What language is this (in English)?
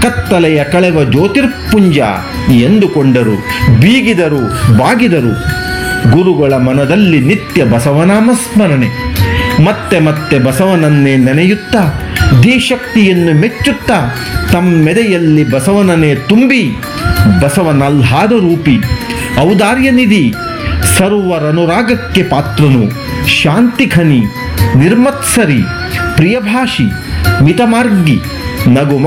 Kannada